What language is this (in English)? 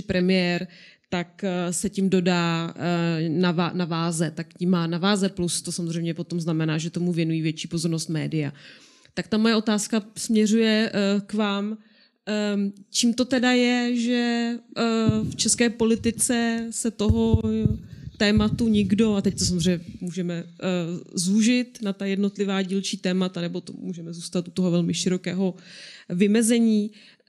Czech